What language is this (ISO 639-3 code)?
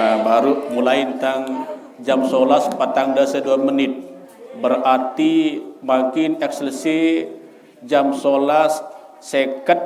sas